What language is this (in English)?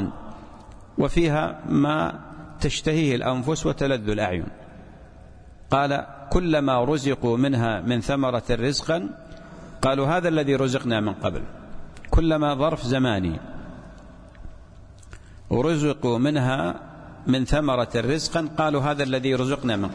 Arabic